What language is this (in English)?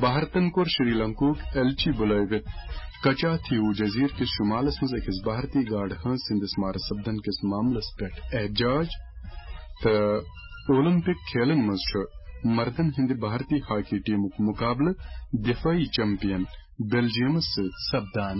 Kashmiri